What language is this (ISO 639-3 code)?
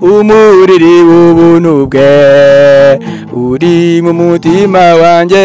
kin